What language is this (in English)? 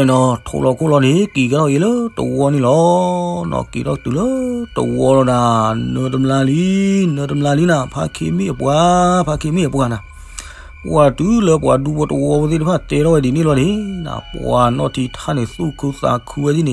S'gaw Karen